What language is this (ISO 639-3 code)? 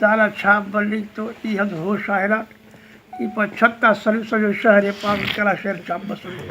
brh